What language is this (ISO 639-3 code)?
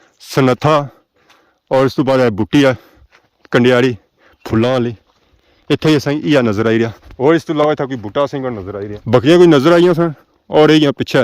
phr